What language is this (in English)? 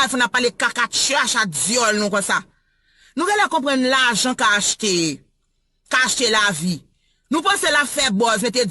Haitian Creole